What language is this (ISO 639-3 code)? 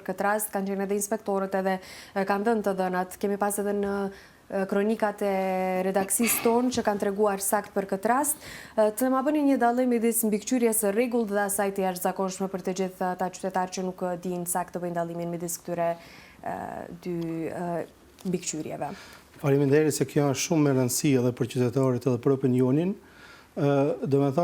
sqi